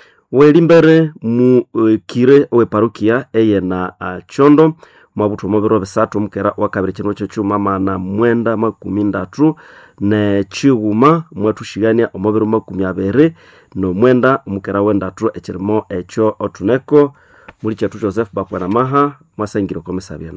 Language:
Nande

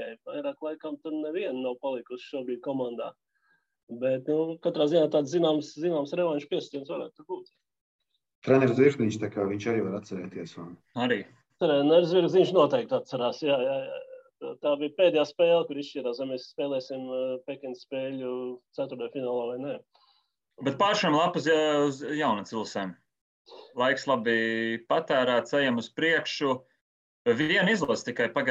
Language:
Latvian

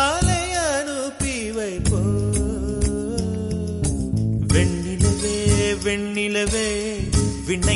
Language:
Tamil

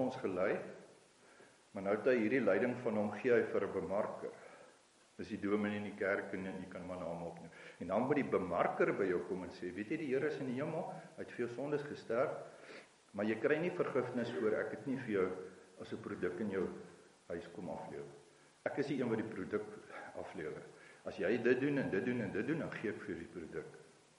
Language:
Afrikaans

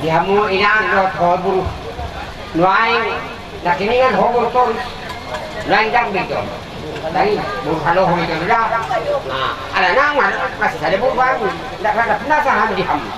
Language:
Batak Toba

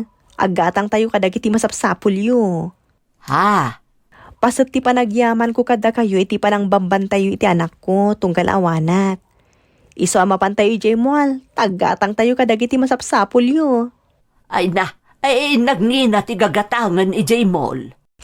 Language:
Iloko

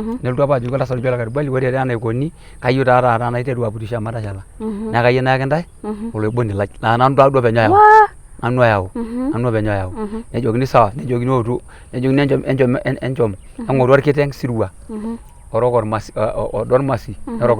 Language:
Masai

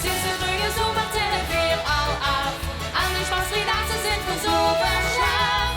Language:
Limburgish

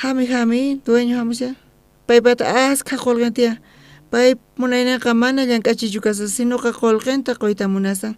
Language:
South Bolivian Quechua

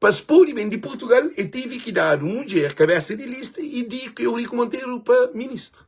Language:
Kabuverdianu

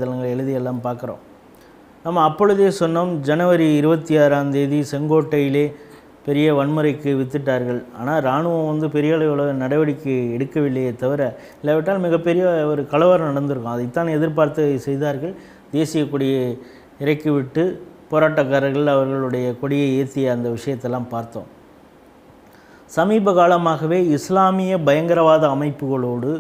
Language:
Tamil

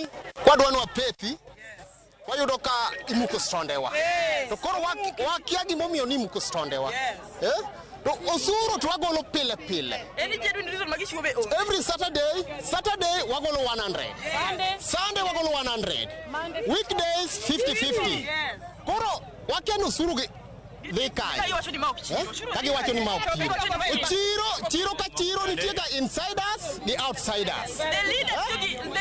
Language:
Luo (Kenya and Tanzania)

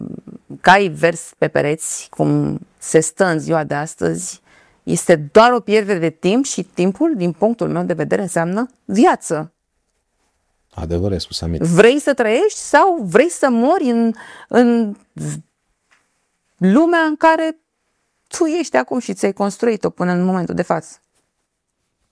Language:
Romanian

